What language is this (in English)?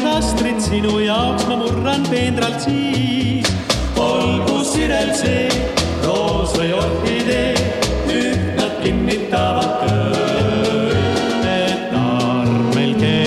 Estonian